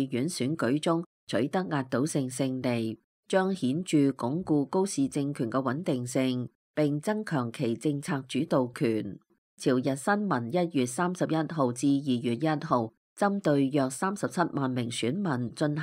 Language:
Cantonese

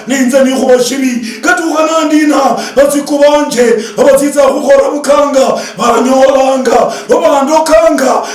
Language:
Luyia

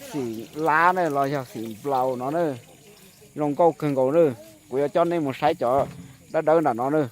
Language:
Hmong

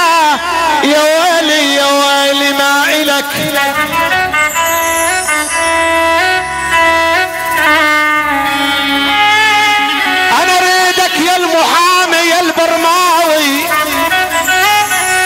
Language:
South Levantine Arabic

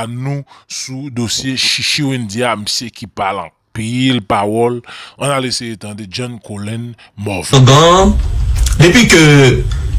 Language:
Haitian Creole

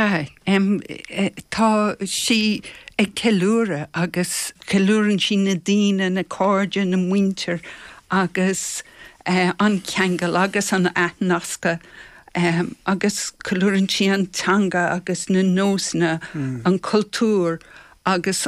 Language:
Irish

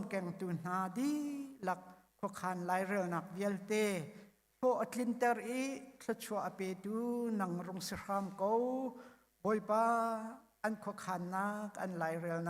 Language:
Hakha Chin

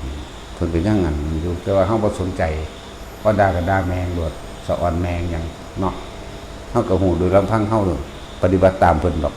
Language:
Northeastern Thai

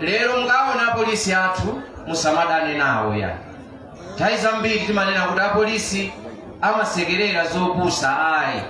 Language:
Nyanja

